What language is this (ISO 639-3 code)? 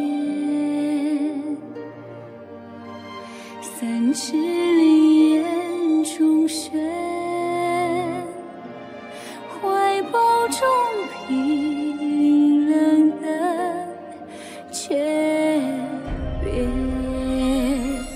zho